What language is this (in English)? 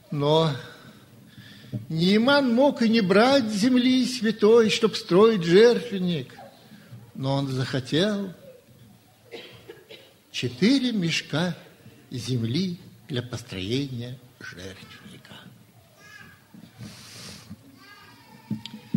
Russian